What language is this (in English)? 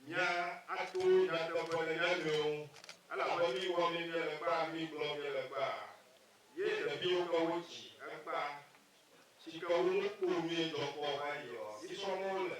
Ewe